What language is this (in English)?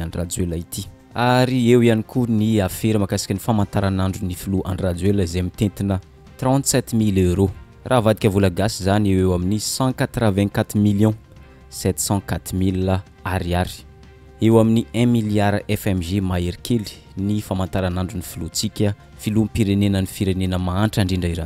Malagasy